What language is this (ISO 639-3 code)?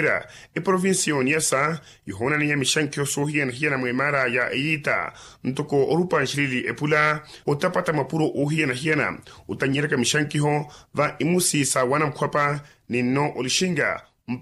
vmw